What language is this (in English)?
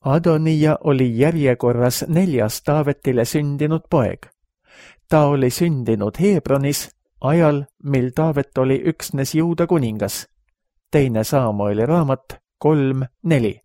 Estonian